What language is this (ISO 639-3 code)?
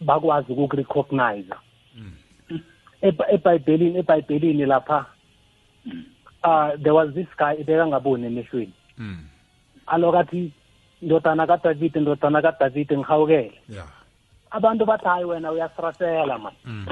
nbl